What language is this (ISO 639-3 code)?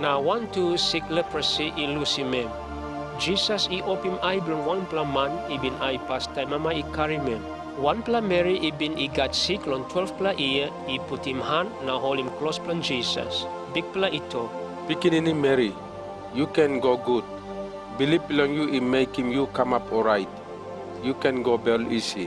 tpi